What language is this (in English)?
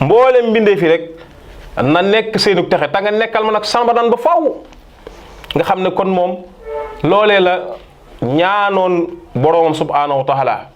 Wolof